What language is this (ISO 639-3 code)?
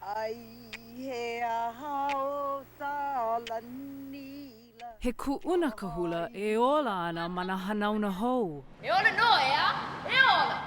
haw